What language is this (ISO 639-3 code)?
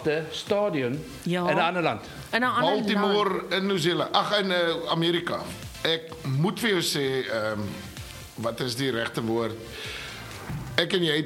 afr